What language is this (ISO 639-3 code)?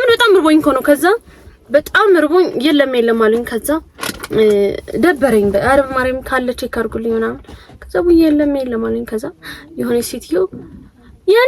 amh